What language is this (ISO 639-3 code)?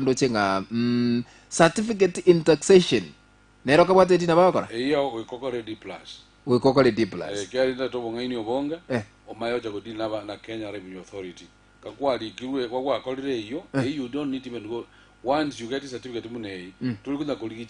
guz